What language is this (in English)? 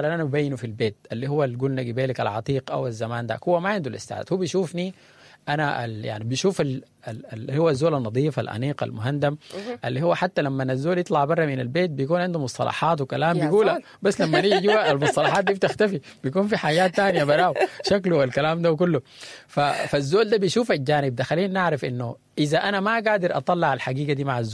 Sudanese Arabic